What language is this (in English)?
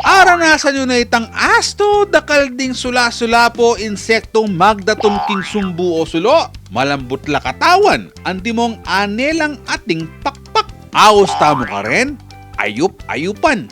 Pampanga